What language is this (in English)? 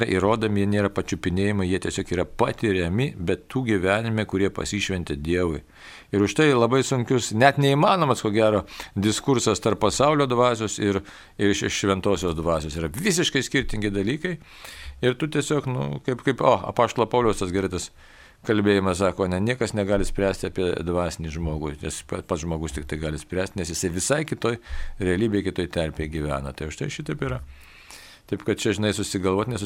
Lithuanian